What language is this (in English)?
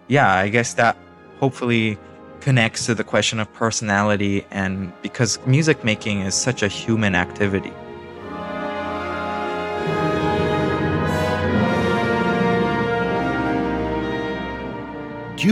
English